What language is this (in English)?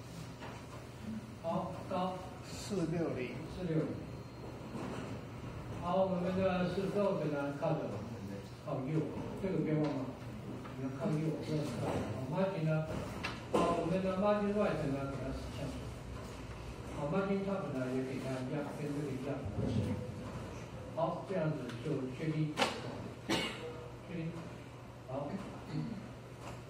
Chinese